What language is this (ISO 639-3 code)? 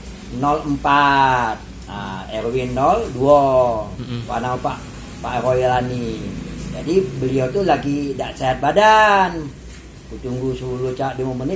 mui